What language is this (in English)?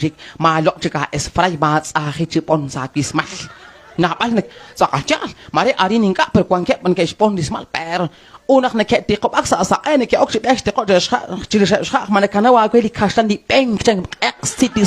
Kekchí